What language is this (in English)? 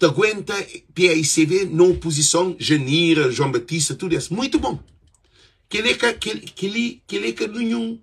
Kabuverdianu